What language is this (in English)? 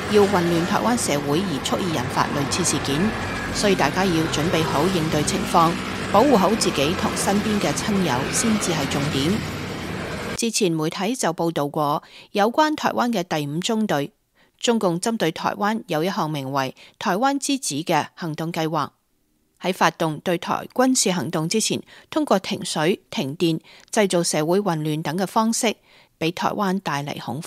Cantonese